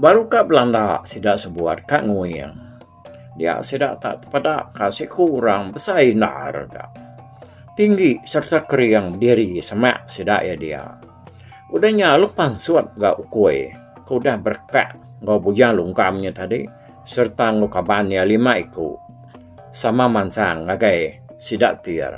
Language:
Iban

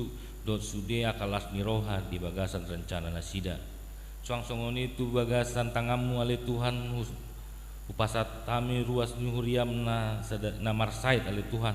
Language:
Batak Toba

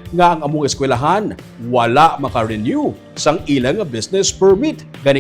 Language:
Hiligaynon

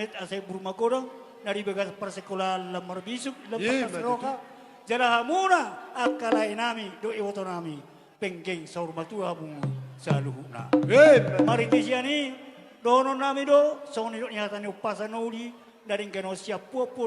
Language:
Batak Toba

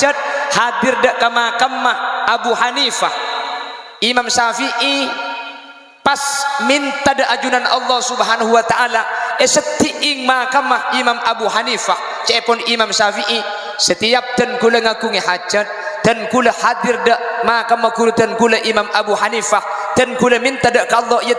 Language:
Madurese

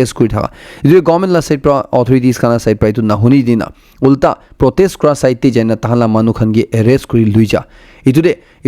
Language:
Naga Pidgin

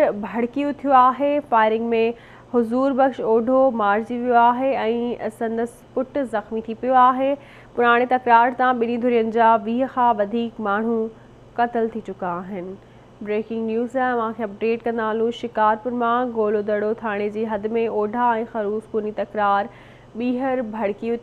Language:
Sindhi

